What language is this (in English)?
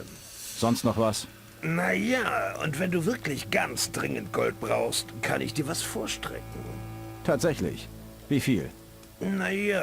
Bavarian